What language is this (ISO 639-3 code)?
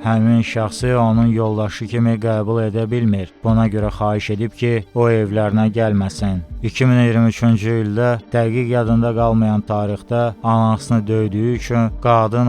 aze